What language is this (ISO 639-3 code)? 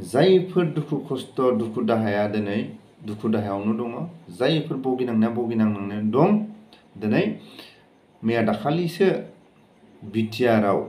brx